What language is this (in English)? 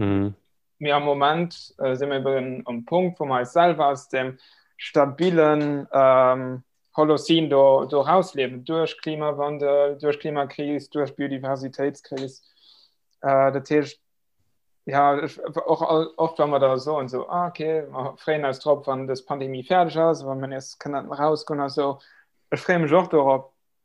Luxembourgish